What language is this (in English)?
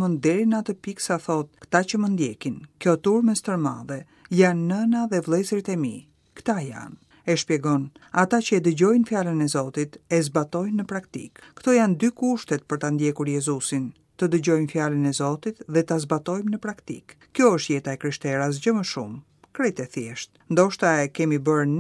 Albanian